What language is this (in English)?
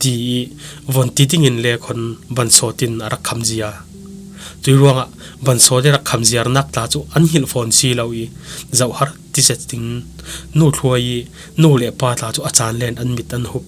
Falam Chin